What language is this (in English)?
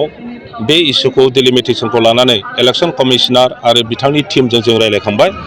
Bodo